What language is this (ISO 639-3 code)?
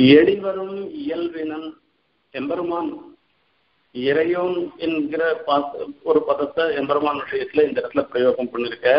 tam